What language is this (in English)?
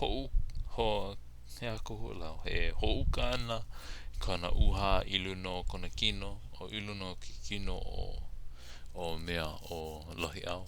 Hawaiian